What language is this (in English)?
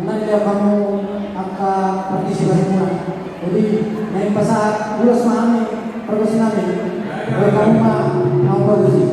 Batak Toba